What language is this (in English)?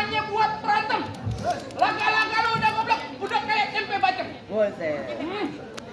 Betawi